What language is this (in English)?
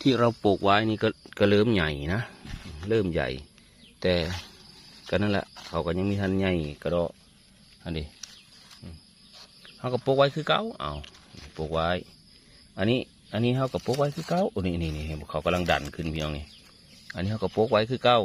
Northeastern Thai